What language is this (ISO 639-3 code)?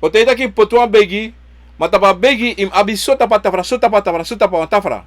srn